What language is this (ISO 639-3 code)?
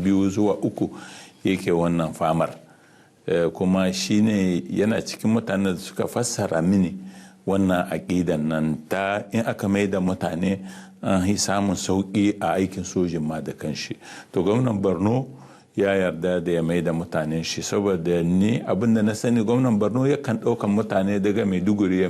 hau